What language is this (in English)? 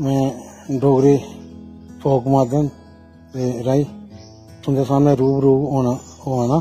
Dogri